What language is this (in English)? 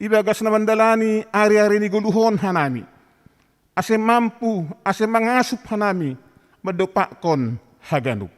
Batak Simalungun